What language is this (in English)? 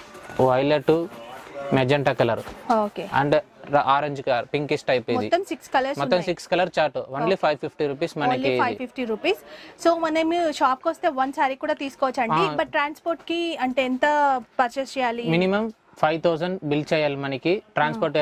Telugu